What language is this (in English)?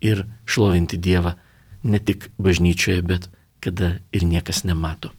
Lithuanian